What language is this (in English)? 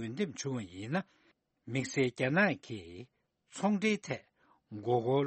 Tibetan